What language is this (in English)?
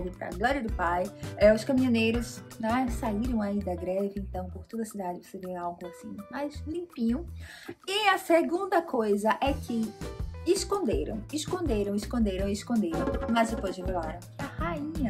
Portuguese